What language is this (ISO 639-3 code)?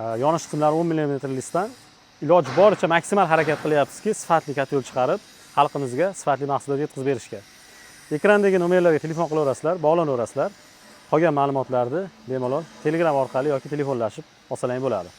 uzb